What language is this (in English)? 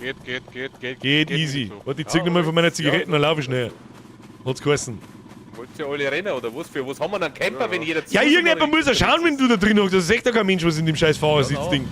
Bavarian